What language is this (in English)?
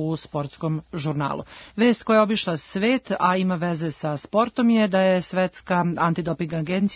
Serbian